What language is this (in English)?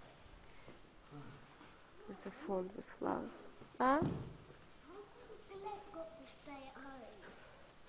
English